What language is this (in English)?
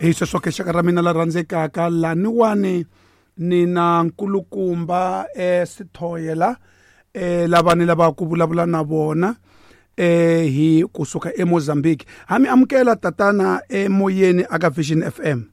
Tsonga